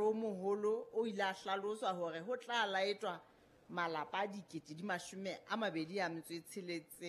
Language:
Southern Sotho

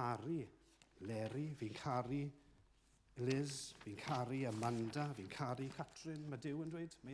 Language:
Welsh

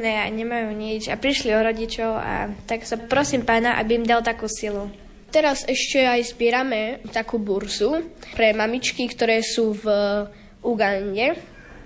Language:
Slovak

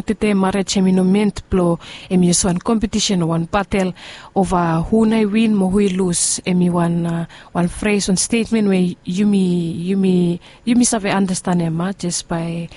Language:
Bislama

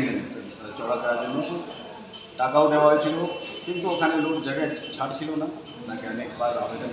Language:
Kok Borok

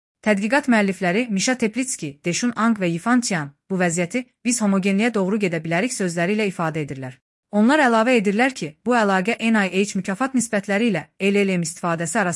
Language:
Azerbaijani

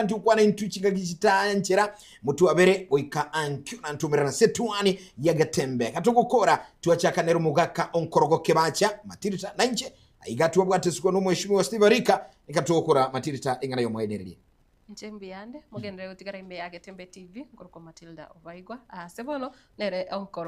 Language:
Gusii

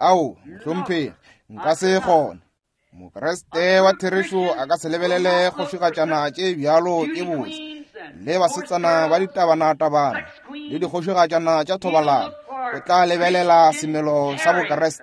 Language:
Northern Sotho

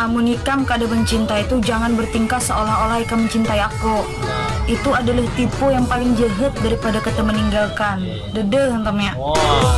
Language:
Banjar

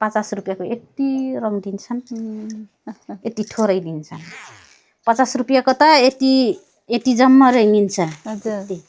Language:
Nepali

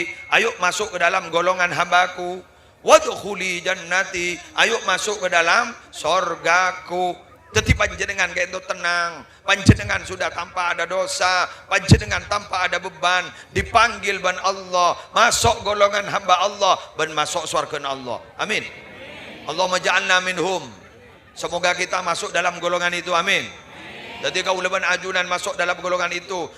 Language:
Madurese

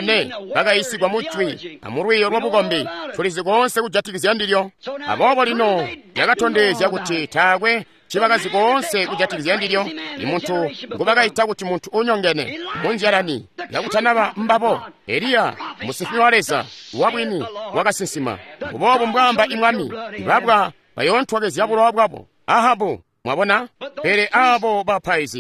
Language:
Tonga (Zambia)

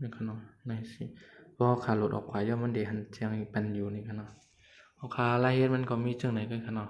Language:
Shan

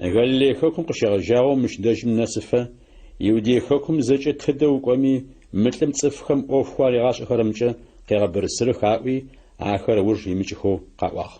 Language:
Adyghe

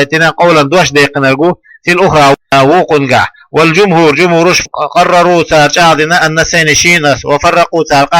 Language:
Chechen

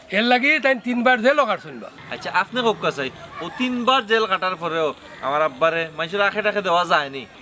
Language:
Sylheti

